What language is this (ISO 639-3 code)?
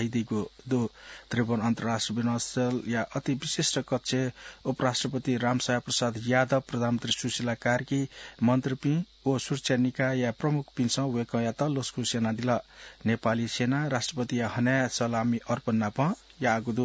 new